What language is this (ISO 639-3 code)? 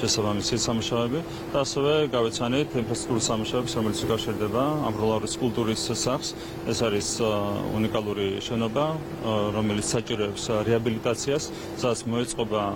kat